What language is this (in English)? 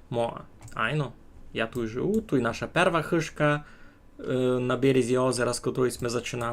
Rusyn